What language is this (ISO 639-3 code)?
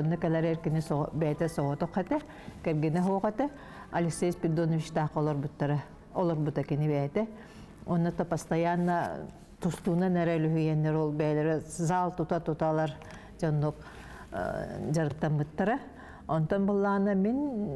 sah